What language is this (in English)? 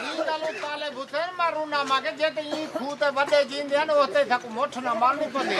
Saraiki